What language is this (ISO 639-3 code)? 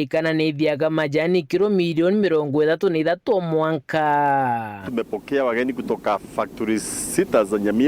mer